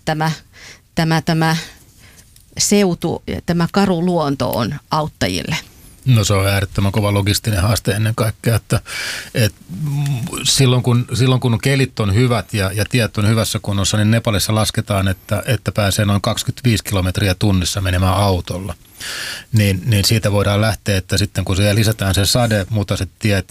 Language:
Finnish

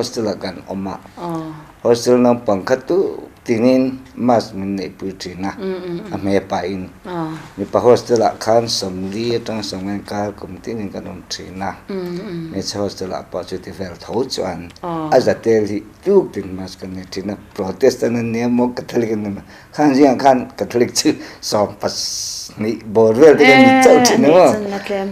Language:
Mizo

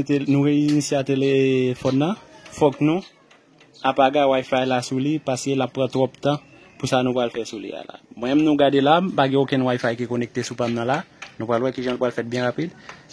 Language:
Haitian Creole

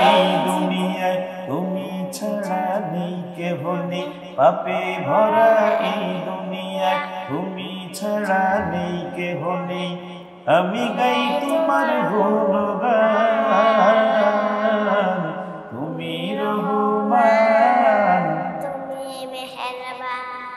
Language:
Bangla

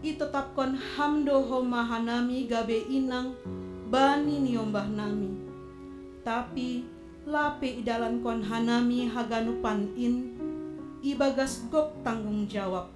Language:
Batak Simalungun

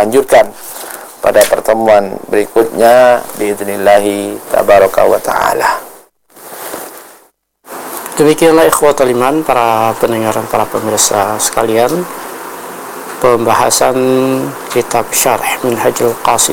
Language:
Indonesian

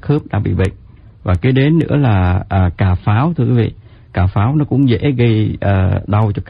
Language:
Vietnamese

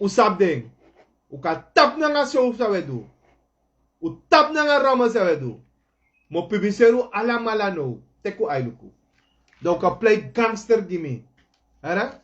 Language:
Sranan Tongo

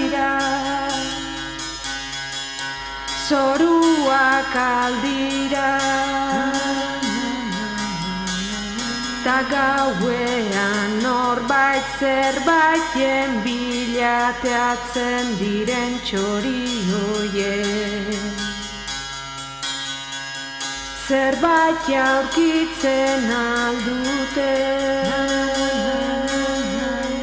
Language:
Basque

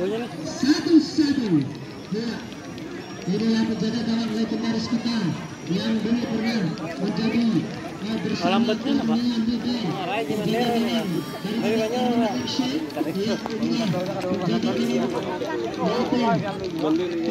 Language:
Indonesian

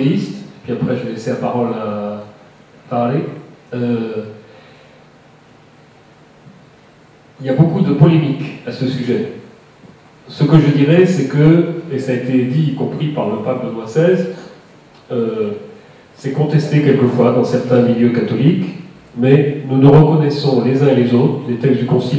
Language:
French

